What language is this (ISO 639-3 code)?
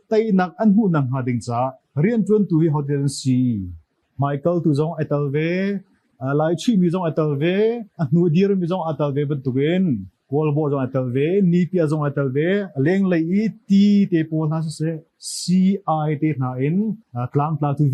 cnh